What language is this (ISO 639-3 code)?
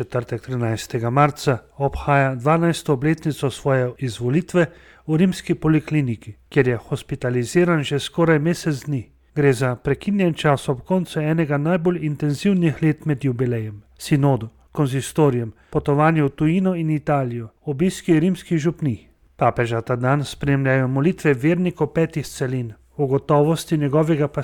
slv